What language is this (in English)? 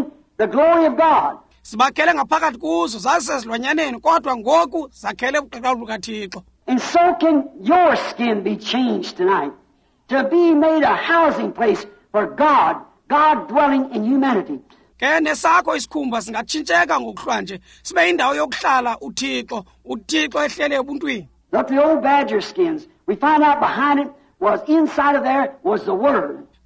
Xhosa